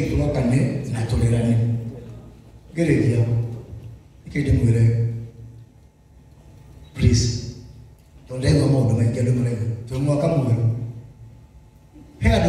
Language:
Kikuyu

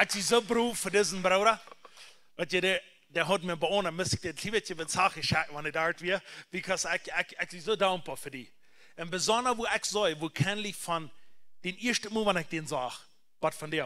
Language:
Plautdietsch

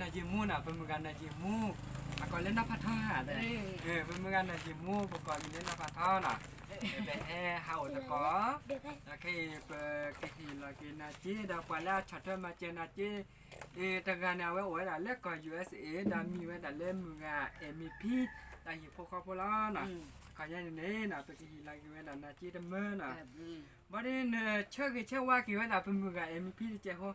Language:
S'gaw Karen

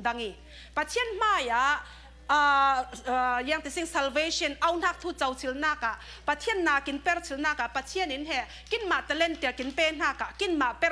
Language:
Falam Chin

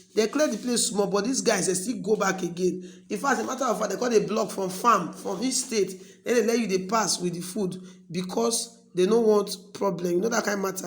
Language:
Nigerian Pidgin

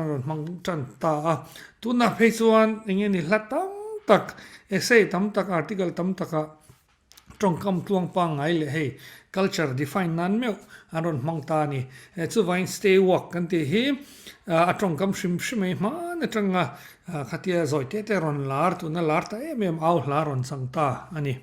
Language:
Mizo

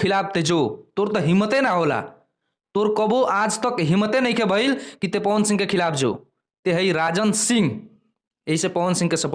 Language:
Bhojpuri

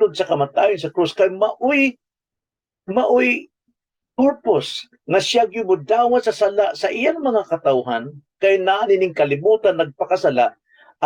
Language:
Cebuano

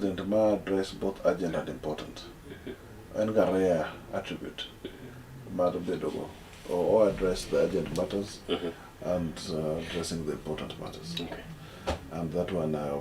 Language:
Luo (Kenya and Tanzania)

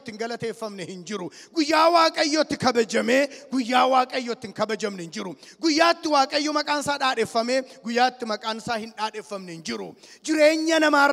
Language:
Oromo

